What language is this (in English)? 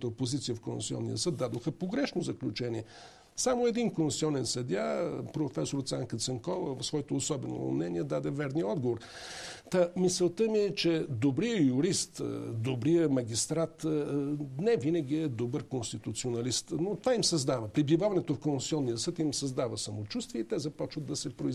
Bulgarian